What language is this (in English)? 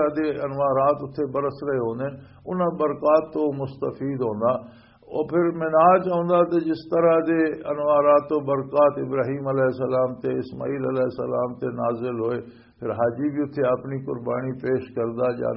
Western Panjabi